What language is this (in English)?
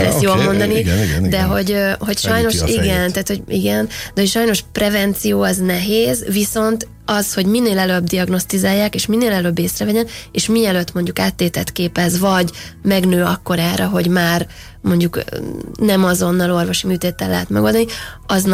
Hungarian